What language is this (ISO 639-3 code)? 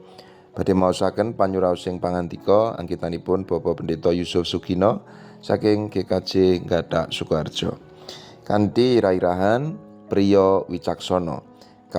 jav